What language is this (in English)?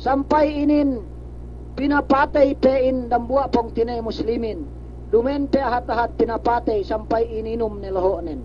Yakan